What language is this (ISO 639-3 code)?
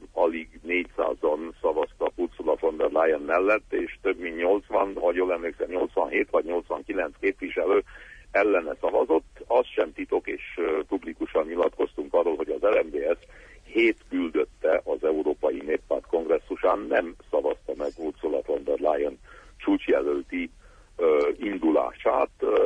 hun